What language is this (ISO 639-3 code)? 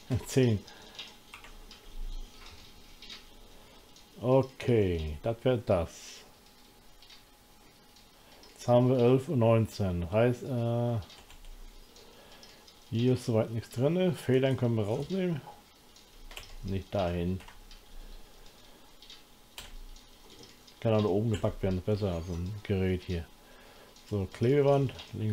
deu